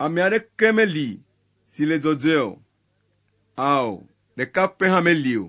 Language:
Ewe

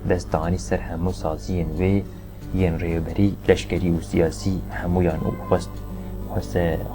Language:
Kurdish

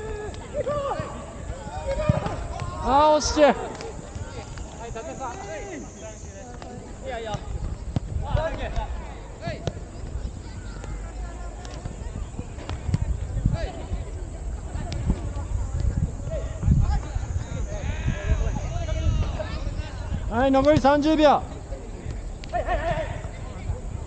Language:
Japanese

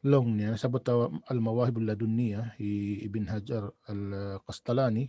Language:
Tausug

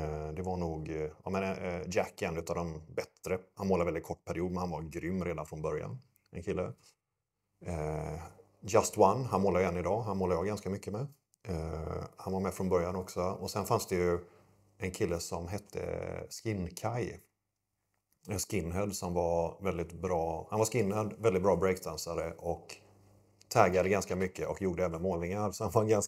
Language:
Swedish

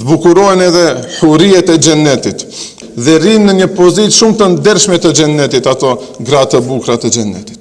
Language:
Albanian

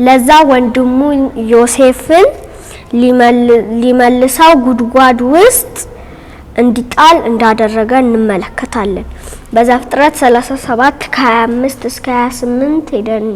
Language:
Amharic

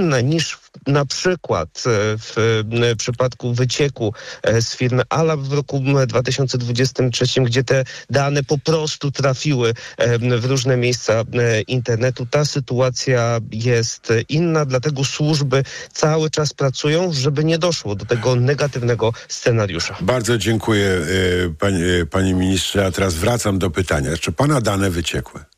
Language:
Polish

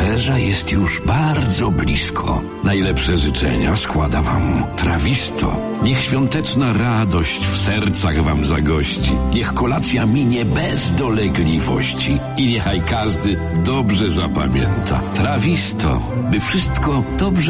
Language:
Polish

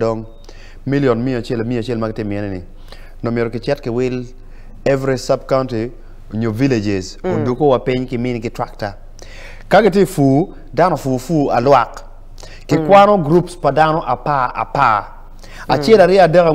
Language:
Acoli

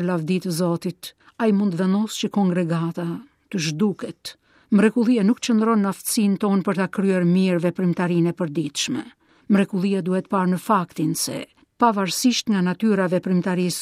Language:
Albanian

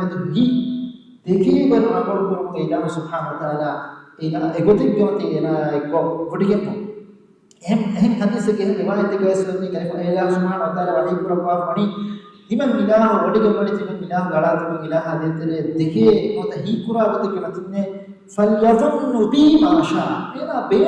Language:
Divehi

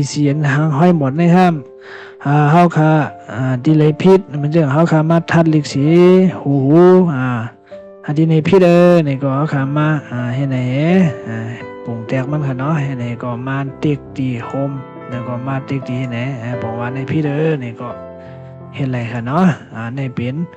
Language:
Shan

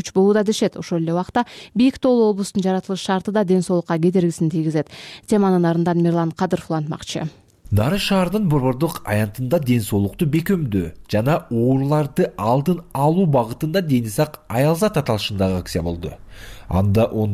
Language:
Kyrgyz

